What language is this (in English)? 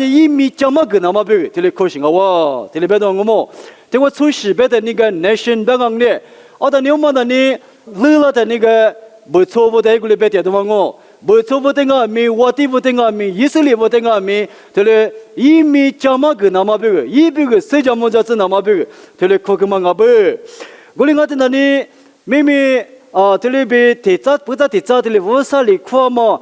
Lisu